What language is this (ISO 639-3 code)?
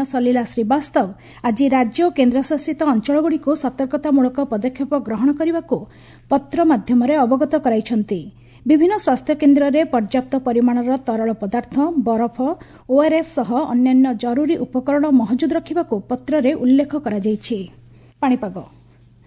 ori